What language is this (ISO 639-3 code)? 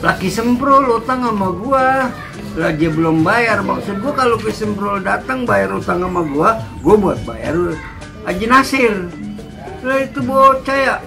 bew